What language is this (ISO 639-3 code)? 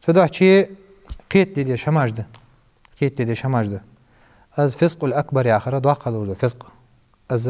inh